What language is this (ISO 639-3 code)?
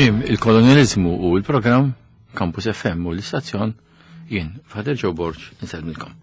mlt